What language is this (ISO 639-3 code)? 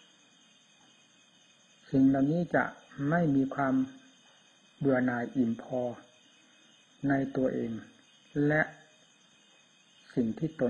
tha